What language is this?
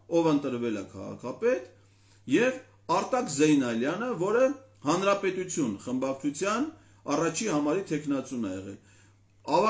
Armenian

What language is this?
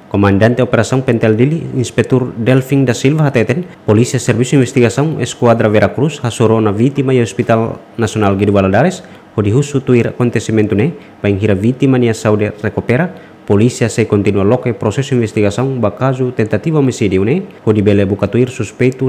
Tetum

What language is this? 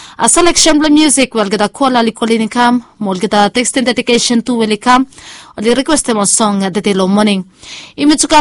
Bislama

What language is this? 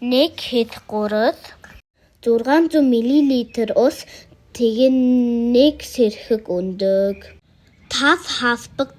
Mongolian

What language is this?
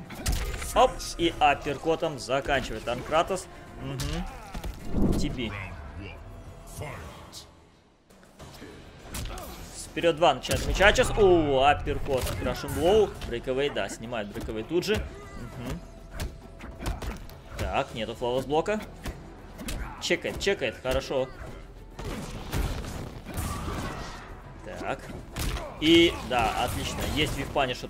Russian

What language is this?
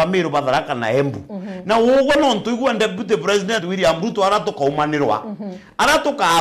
Meru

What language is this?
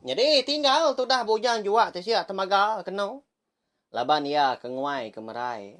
Iban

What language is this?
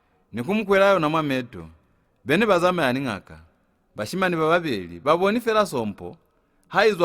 Lozi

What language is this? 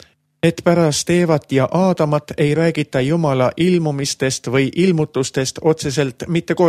Estonian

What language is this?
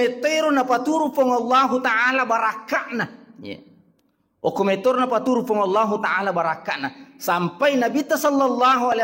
Buginese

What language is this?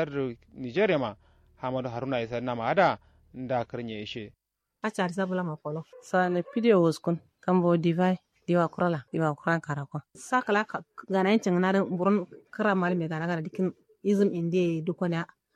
Kanuri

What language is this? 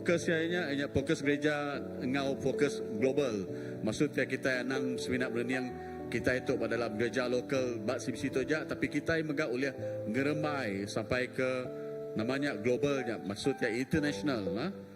Iban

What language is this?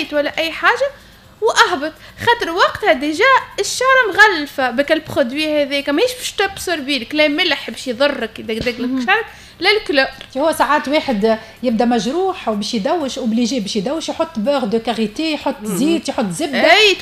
Tunisian Arabic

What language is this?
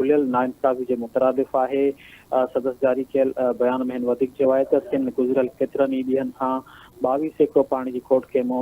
Sindhi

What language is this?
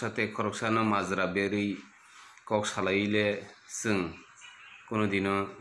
Kok Borok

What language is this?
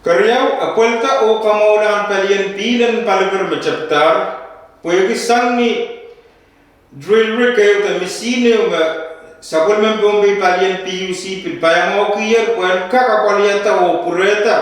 Pohnpeian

